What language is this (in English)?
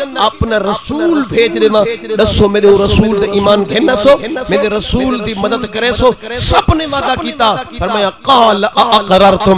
Saraiki